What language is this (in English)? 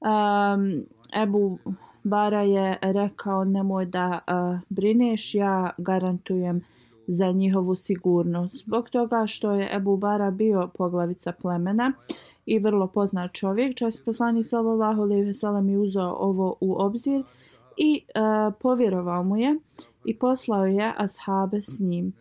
Bosnian